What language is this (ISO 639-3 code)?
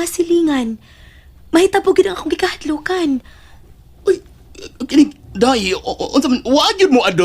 ceb